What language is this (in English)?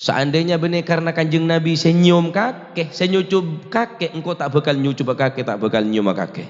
Madurese